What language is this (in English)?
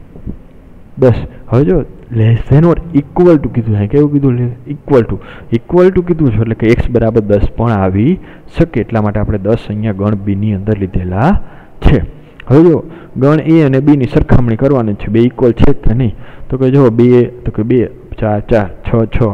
Gujarati